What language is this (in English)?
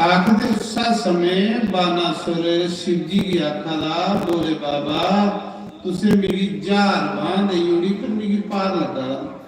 Dogri